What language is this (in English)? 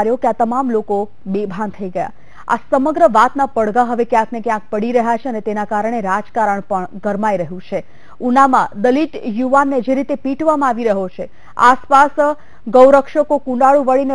Gujarati